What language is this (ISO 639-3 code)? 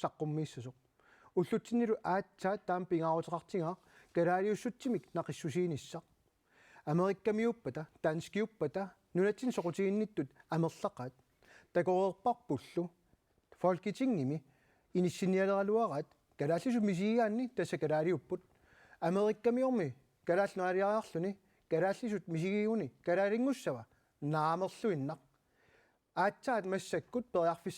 kal